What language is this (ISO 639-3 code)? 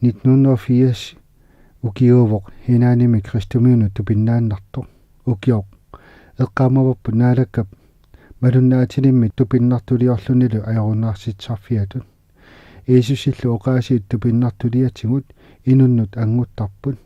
kal